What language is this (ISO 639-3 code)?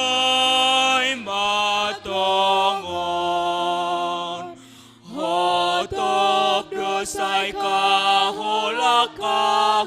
bts